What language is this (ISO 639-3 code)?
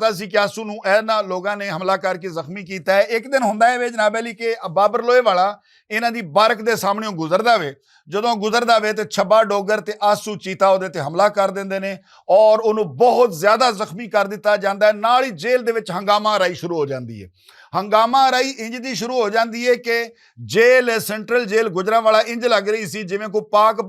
lah